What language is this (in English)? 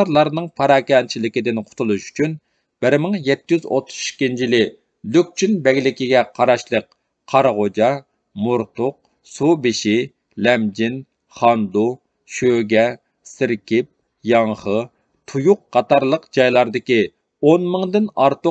Uyghur